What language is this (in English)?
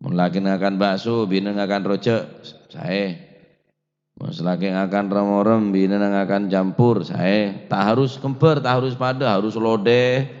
Madurese